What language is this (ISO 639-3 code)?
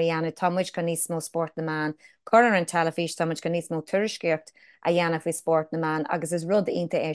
gle